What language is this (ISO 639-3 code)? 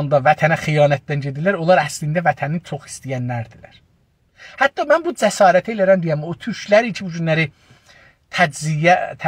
azb